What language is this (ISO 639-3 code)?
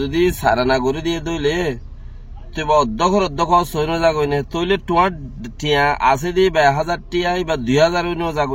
rhg